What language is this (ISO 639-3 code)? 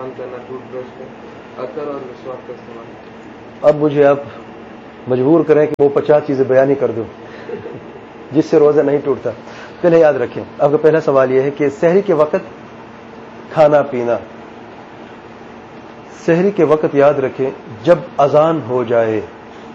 urd